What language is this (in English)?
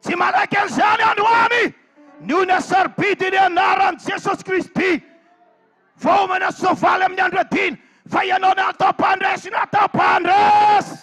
Malagasy